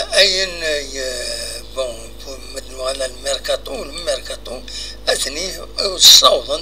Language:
Kabyle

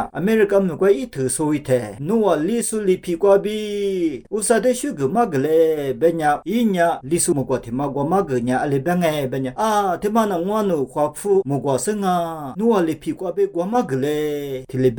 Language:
Lisu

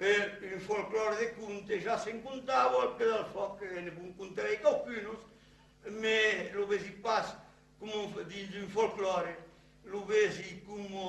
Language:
Occitan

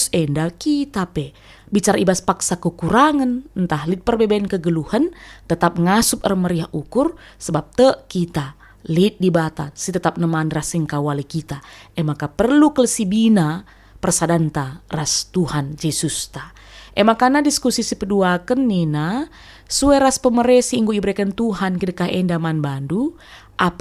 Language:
Batak Karo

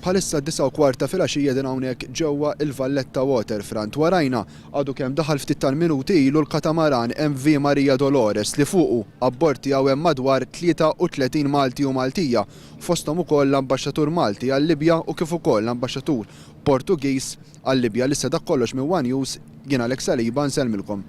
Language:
Maltese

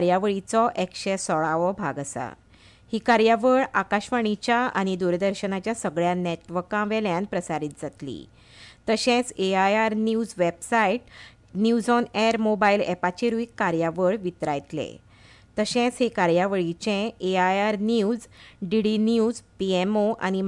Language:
Konkani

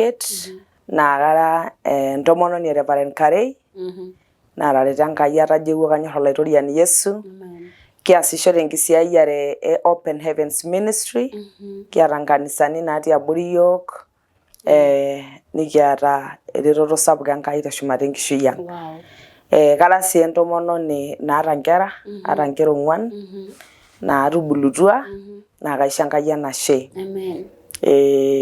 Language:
Masai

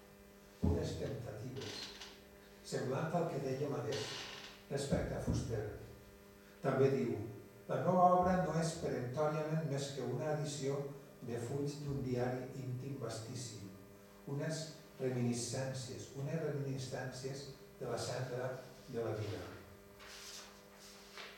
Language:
Catalan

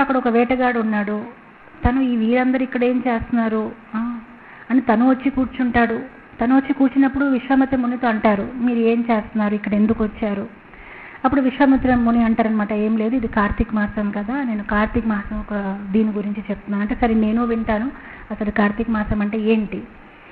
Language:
Telugu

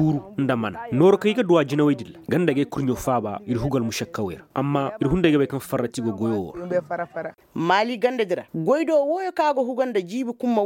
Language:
Koyraboro Senni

